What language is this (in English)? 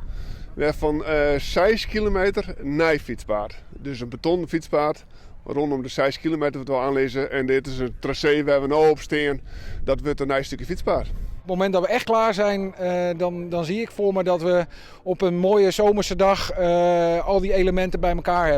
Western Frisian